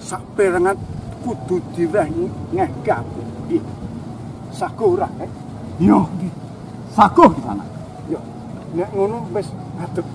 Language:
Javanese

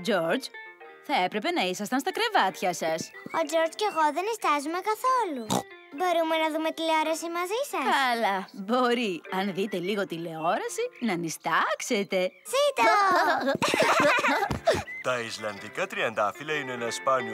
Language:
Greek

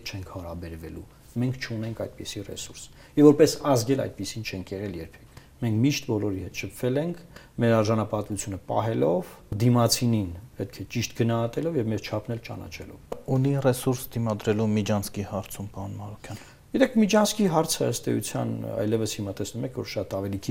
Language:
Armenian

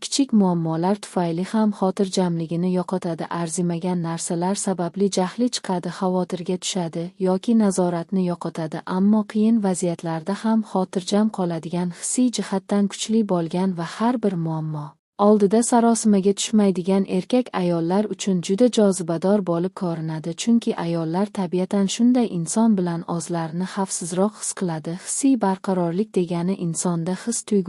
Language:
Uzbek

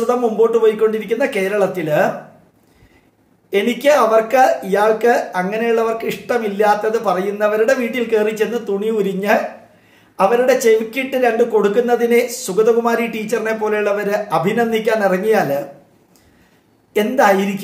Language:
Malayalam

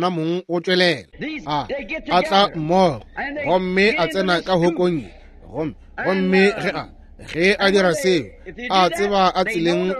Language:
Northern Sotho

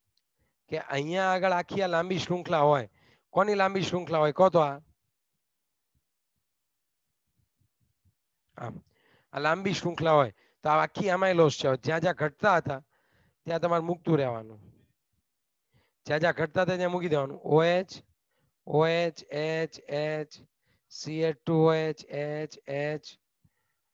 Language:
Gujarati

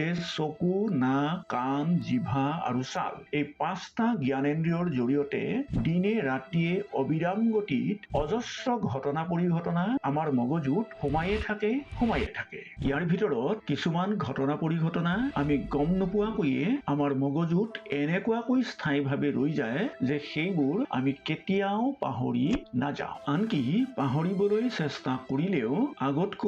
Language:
Assamese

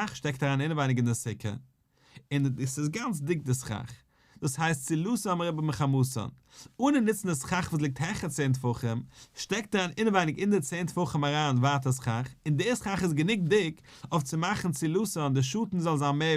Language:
Yiddish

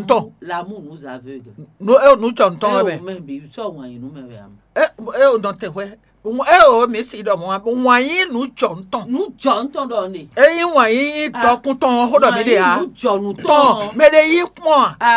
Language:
Fon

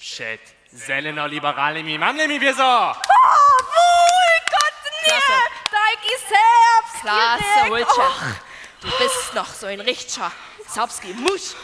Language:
Upper Sorbian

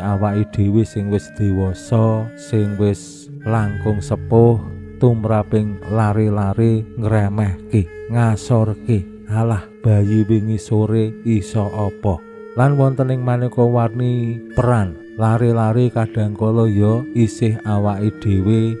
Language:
Javanese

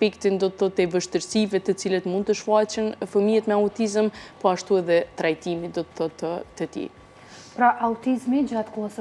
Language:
Albanian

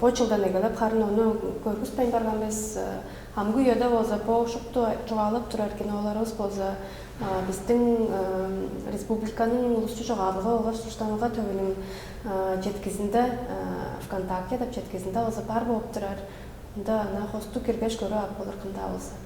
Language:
Tuvinian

